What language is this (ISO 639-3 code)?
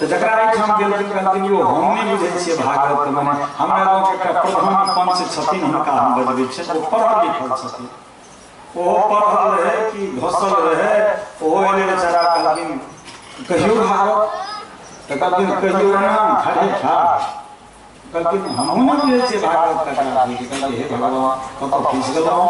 mai